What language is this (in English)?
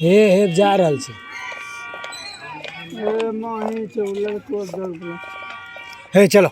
Maithili